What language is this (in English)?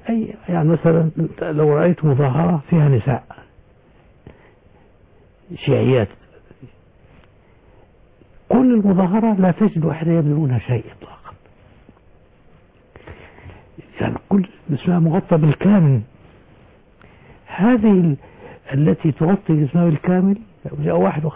Arabic